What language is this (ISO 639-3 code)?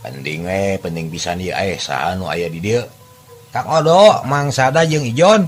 sun